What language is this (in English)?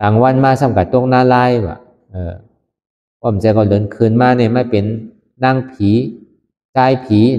Shan